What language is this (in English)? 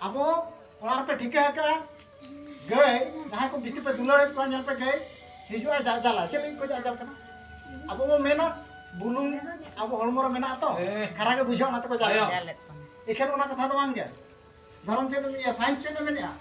Santali